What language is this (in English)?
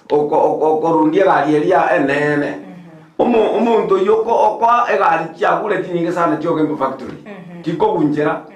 Gusii